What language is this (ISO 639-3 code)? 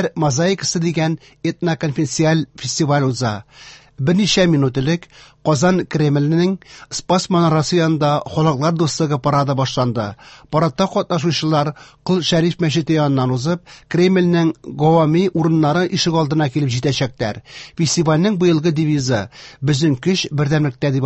tat